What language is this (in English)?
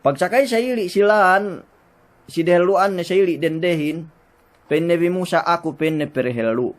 Yakan